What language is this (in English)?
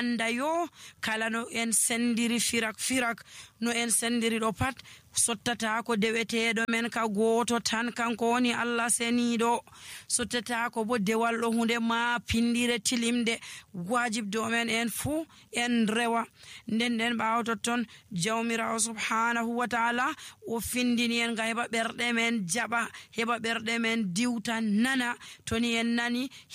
Nigerian Fulfulde